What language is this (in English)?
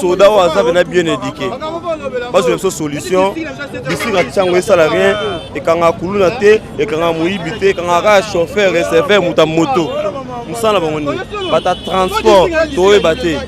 Lingala